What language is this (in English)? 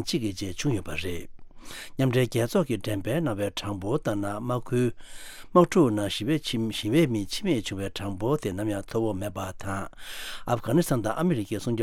Tibetan